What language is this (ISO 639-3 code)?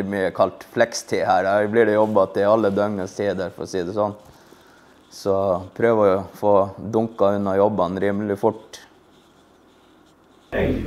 nor